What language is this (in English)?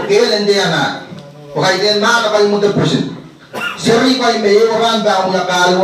Pohnpeian